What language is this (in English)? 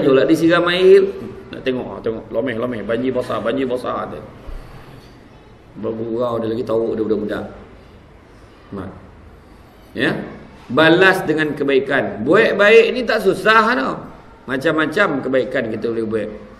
Malay